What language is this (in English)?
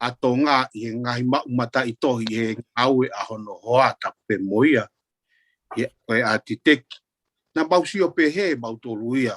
Tongan